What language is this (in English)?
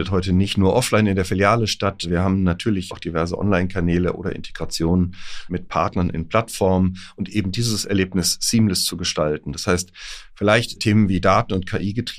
German